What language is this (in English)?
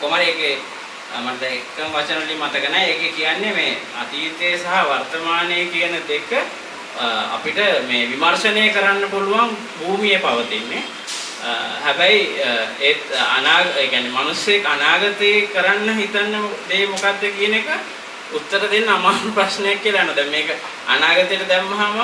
Sinhala